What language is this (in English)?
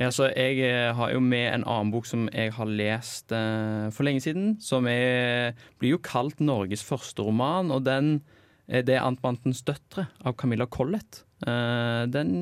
Norwegian